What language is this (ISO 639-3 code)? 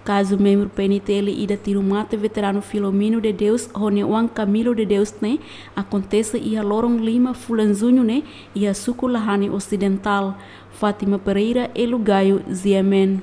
tet